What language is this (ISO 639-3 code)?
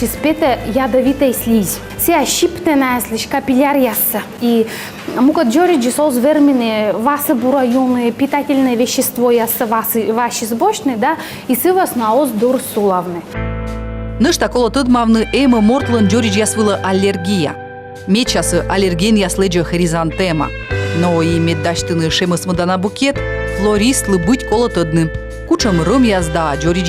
kom